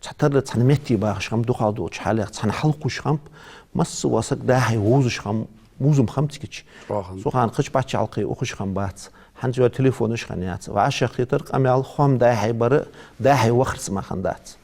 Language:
Ingush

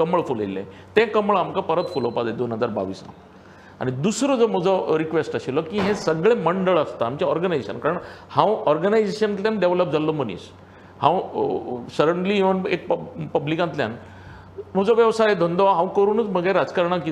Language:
Konkani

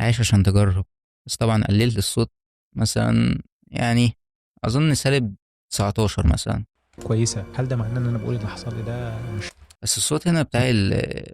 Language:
Egyptian Arabic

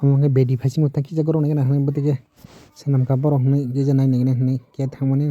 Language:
Kok Borok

